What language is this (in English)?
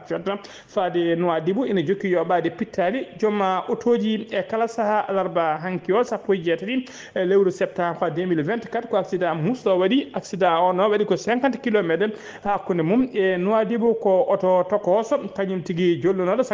Fula